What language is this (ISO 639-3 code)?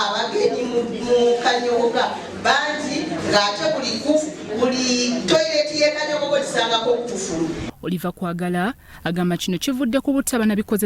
lug